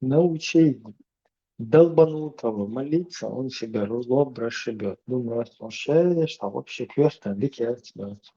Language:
Chechen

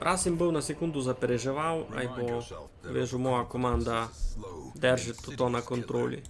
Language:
Rusyn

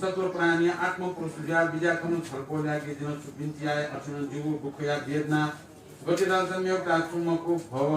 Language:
Newari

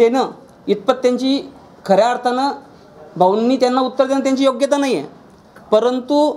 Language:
Marathi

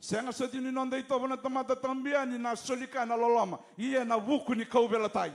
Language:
Fijian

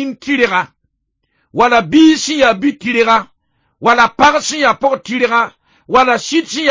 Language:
Mossi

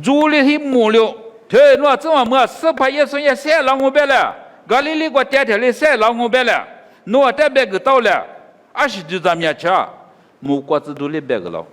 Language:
Lisu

